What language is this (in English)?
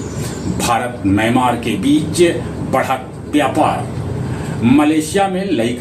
Magahi